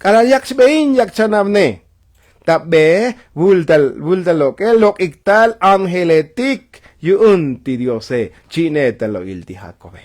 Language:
Tzotzil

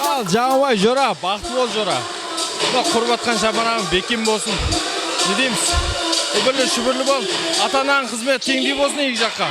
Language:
Kara-Kalpak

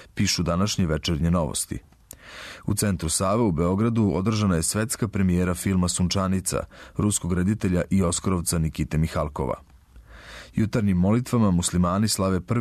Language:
Serbian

